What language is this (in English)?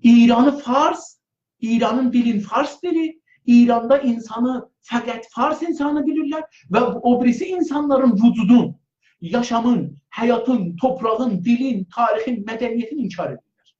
South Azerbaijani